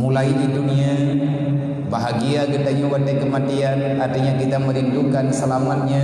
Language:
Achinese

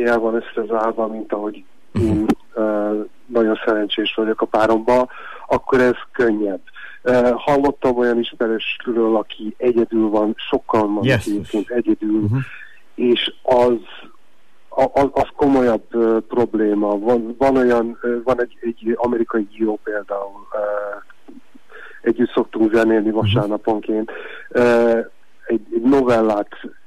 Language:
Hungarian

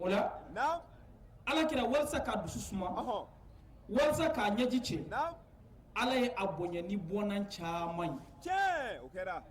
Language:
Bambara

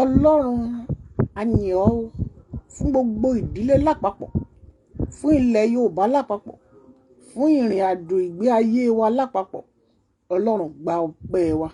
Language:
Yoruba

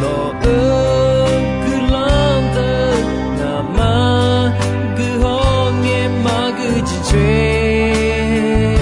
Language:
Akha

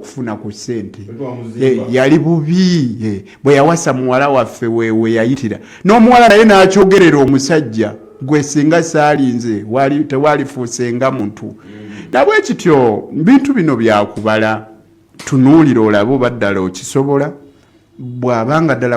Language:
Ganda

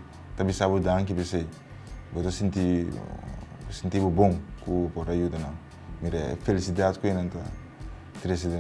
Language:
Papiamento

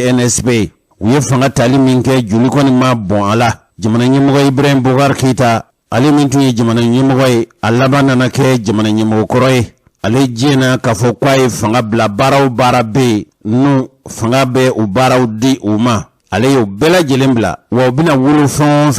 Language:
Bambara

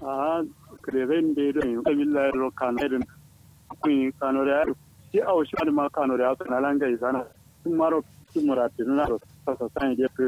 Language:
Kanuri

